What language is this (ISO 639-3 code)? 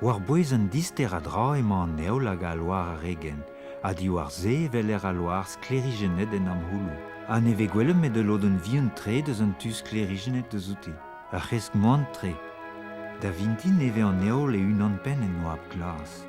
bre